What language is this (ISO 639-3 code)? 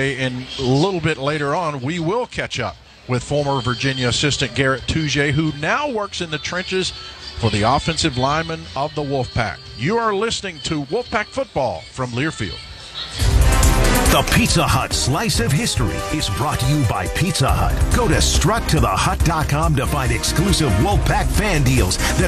eng